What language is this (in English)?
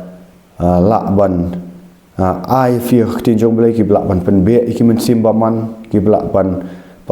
Khasi